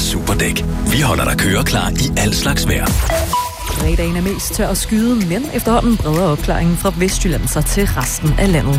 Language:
Danish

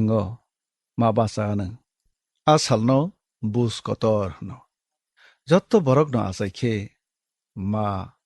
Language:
Kok Borok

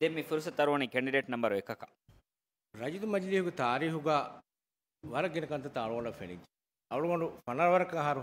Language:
Divehi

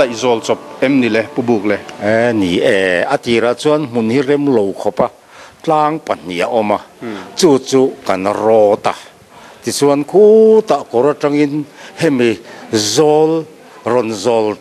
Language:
Mizo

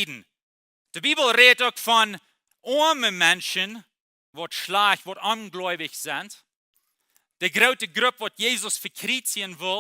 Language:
Plautdietsch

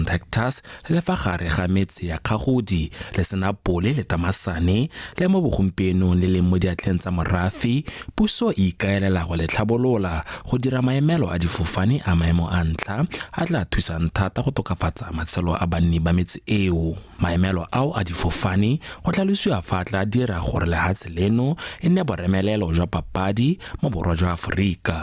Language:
Tswana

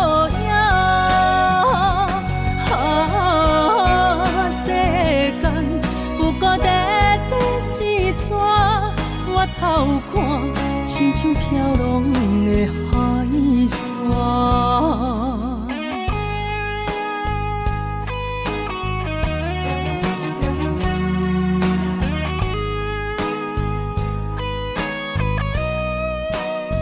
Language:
Min Nan Chinese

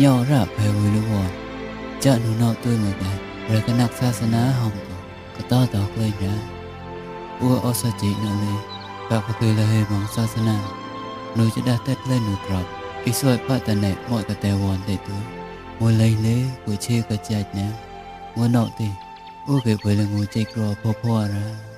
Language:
Mon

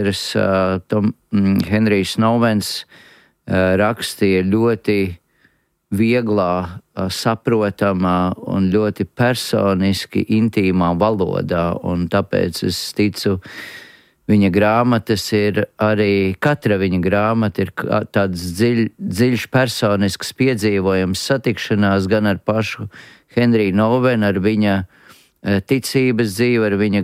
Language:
Latvian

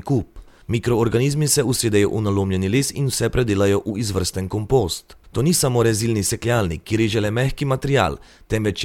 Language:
Slovenian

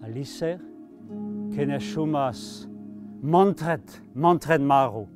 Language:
Breton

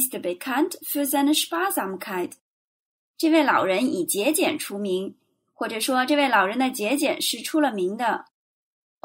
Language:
Chinese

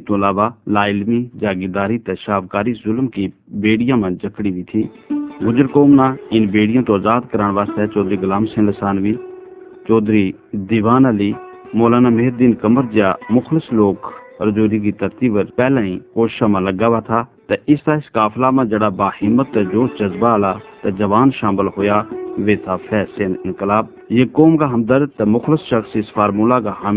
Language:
Gujari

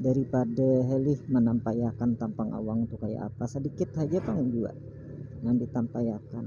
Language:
Banjar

